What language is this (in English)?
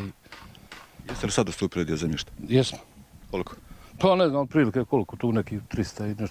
Croatian